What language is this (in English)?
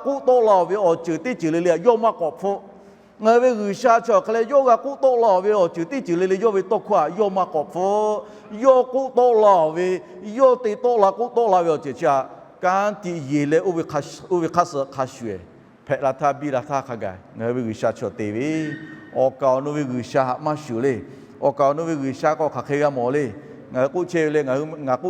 Lahu